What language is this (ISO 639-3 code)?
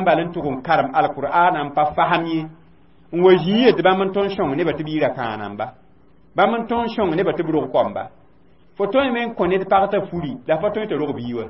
mos